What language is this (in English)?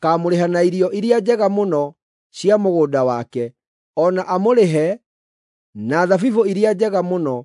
Kikuyu